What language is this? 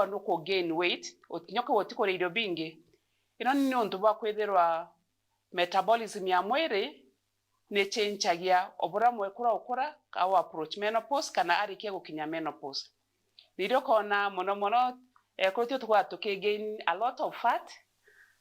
Meru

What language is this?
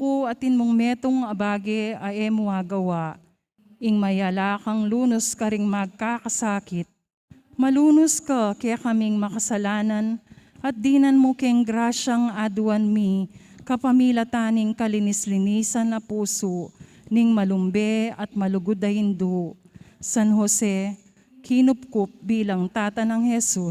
Pampanga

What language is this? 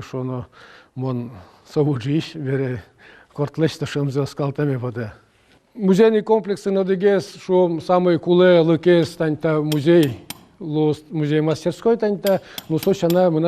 Udmurt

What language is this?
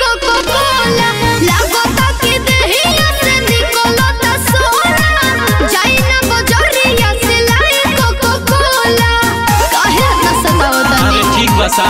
Bhojpuri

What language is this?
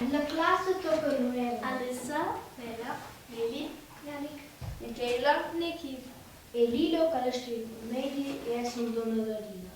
Romansh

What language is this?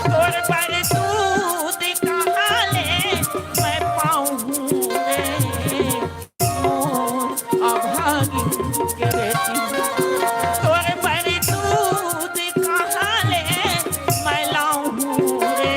Chhattisgarhi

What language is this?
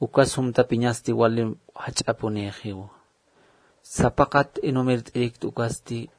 Aymara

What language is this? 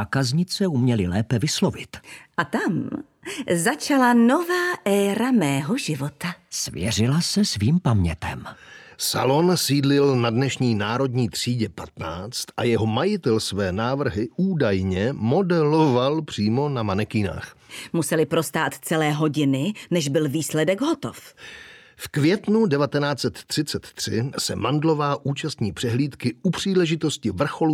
Czech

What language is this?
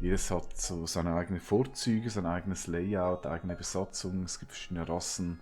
Swiss German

